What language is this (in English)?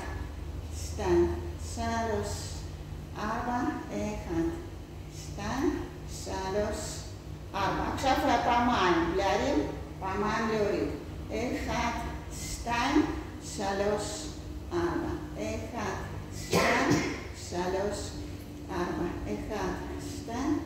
Hebrew